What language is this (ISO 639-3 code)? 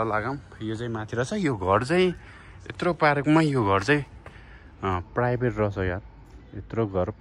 nep